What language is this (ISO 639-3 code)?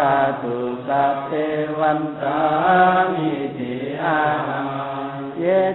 pli